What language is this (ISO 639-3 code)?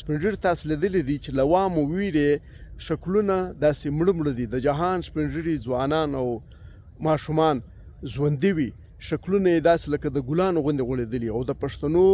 pus